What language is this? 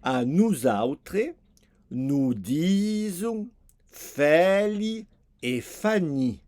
Occitan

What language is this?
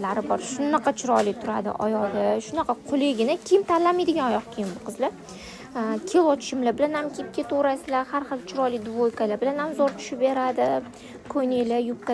Uzbek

